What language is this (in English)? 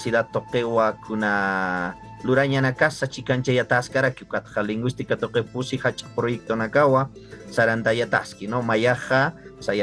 Aymara